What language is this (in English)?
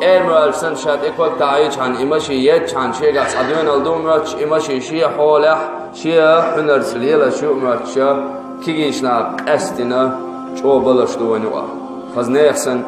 Chechen